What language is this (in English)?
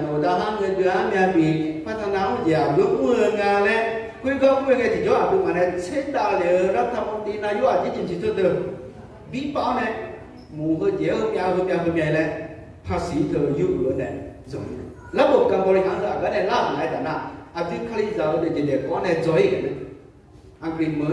Akha